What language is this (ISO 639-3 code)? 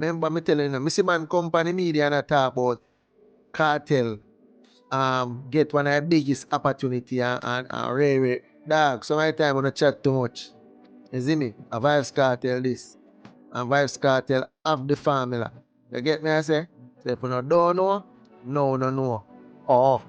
jam